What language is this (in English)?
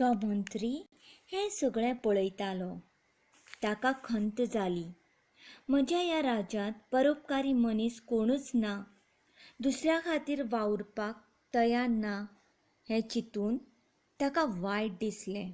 Konkani